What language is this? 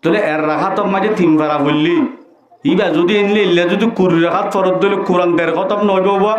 Rohingya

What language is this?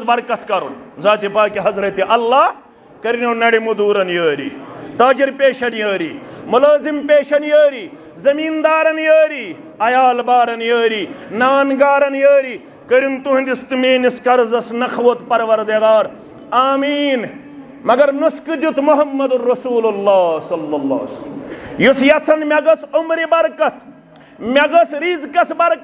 Kashmiri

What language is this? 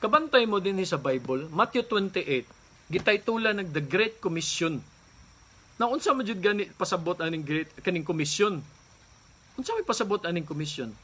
Cebuano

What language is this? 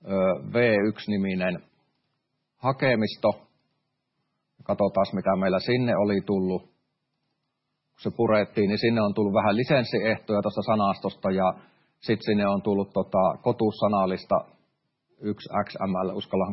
Finnish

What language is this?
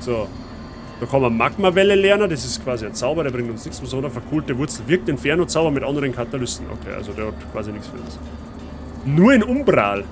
Bavarian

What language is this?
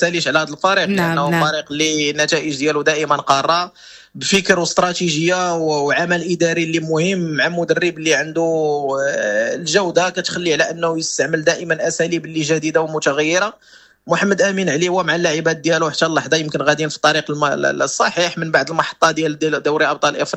Moroccan Arabic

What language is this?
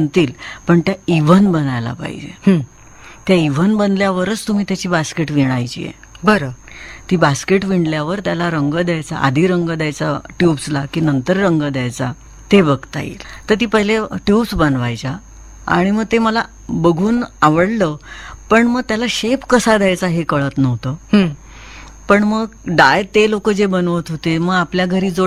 Marathi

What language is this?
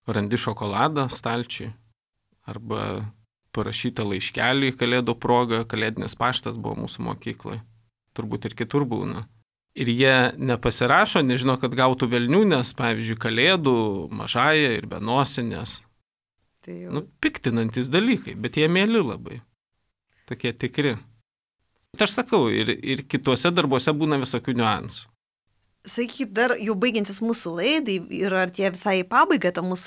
Lithuanian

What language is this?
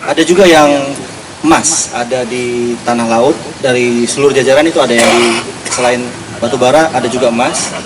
Banjar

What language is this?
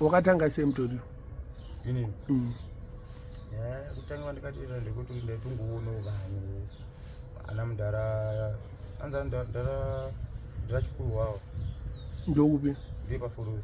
Shona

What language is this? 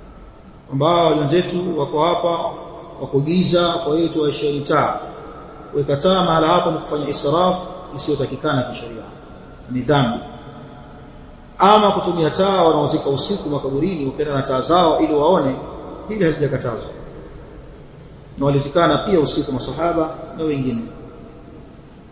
Swahili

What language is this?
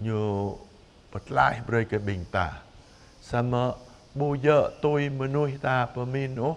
Jarai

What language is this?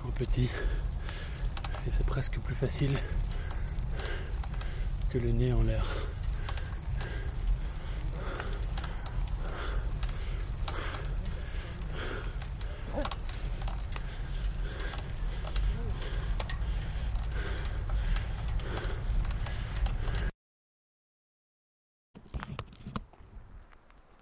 French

